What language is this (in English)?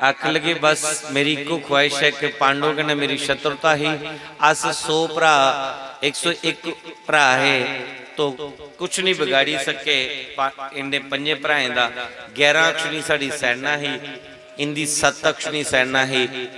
Dogri